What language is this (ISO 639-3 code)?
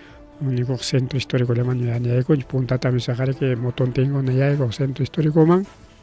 quy